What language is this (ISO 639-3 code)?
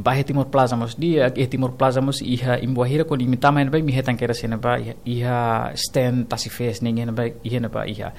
tet